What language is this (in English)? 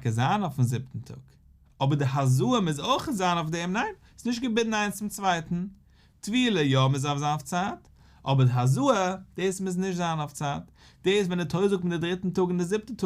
Yiddish